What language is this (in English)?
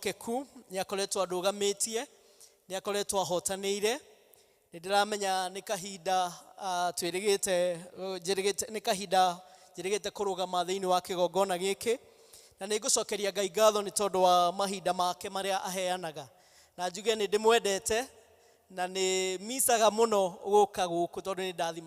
Kikuyu